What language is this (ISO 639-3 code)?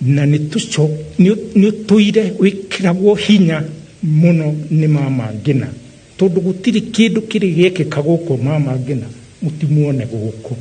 kik